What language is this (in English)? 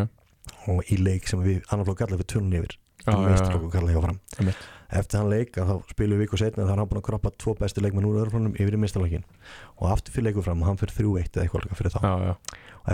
Icelandic